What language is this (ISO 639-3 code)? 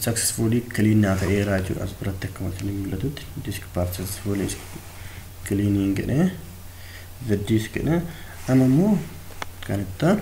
orm